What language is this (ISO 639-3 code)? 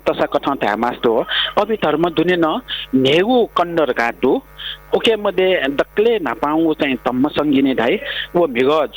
new